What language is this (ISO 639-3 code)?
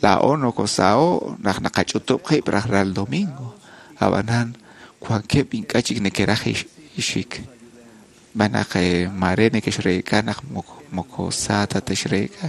kek